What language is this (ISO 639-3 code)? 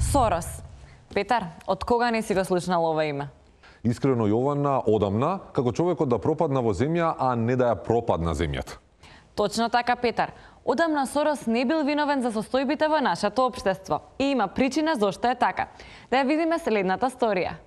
mkd